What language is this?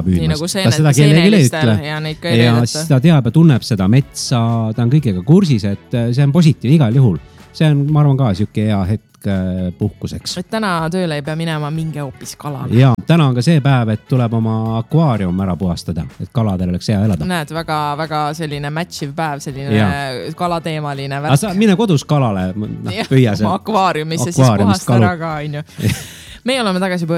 Estonian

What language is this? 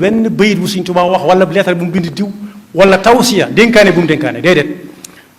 Wolof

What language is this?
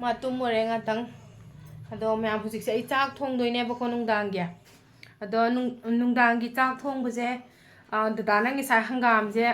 Manipuri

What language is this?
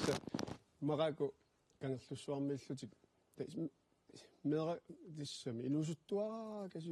Kalaallisut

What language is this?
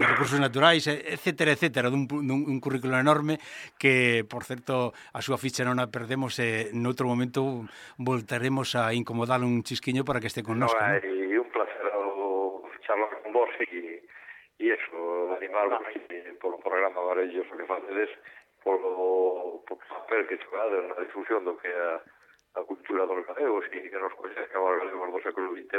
Galician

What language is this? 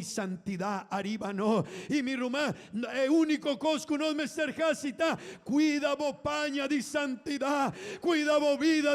Papiamento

